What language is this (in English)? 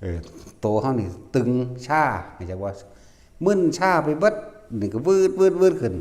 Northeastern Thai